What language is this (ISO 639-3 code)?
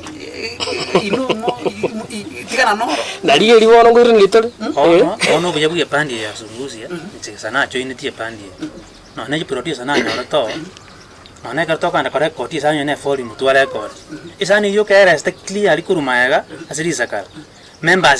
guz